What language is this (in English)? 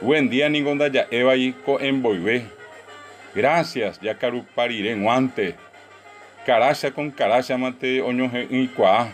Guarani